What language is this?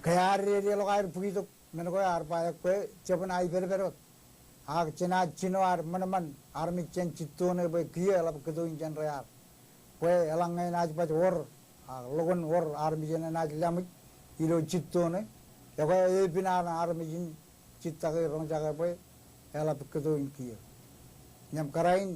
Marshallese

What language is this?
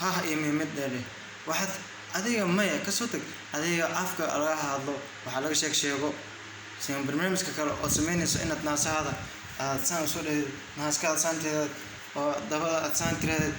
Somali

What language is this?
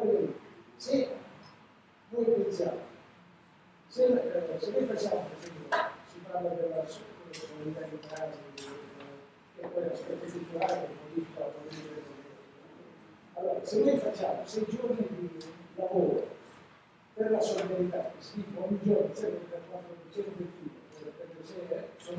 Italian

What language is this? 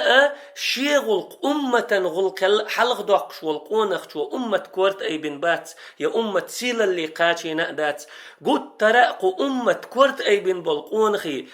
Chechen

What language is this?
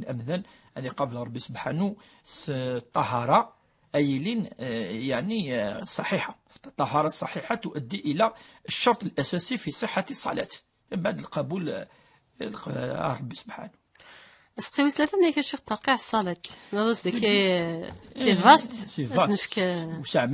Kabyle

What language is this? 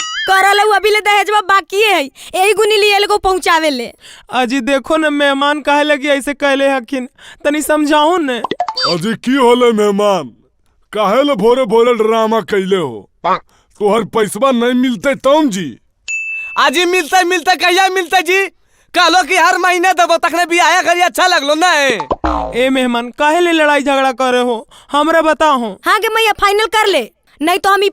Magahi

